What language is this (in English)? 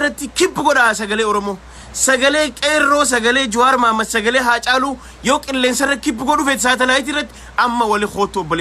Oromo